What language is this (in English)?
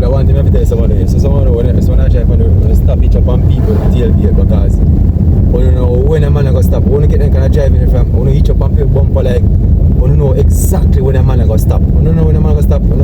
Jamaican Creole English